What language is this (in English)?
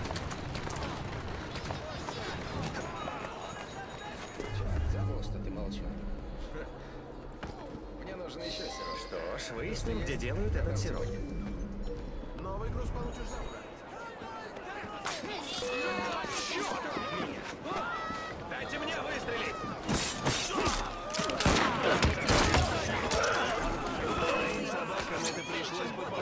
Russian